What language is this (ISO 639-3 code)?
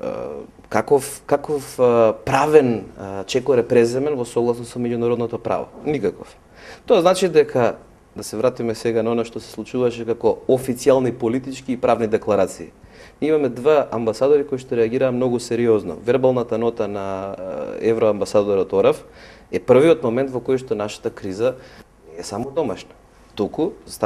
mkd